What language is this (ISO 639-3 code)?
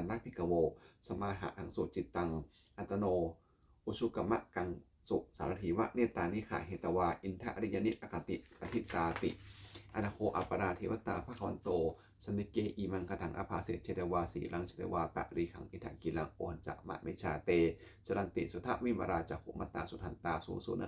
pli